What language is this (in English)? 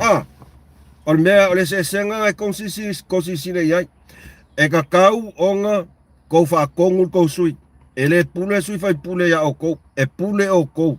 Samoan